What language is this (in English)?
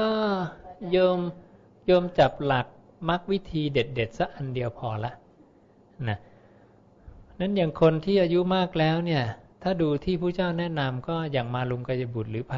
Thai